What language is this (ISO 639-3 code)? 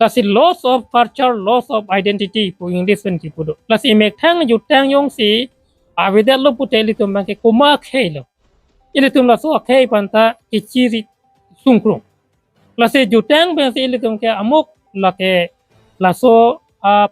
mjw